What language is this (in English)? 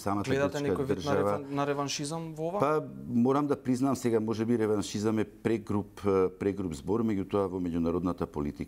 Macedonian